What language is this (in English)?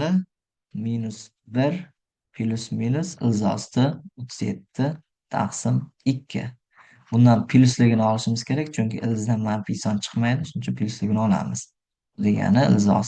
Uzbek